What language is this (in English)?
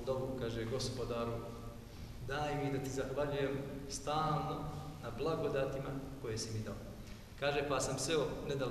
Bosnian